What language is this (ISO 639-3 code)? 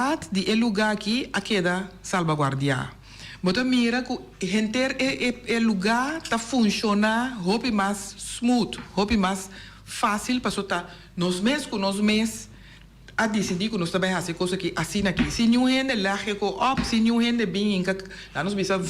pap